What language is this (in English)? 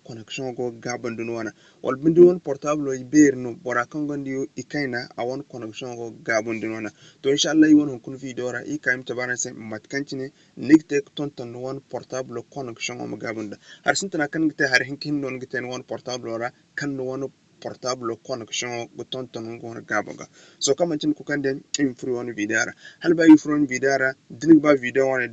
Zarma